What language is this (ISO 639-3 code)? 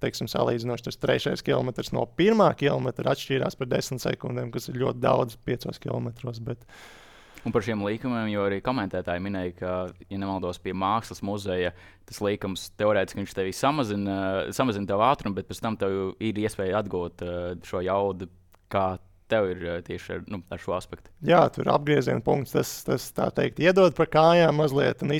lav